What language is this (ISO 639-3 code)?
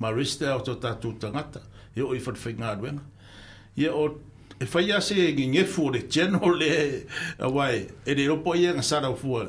smo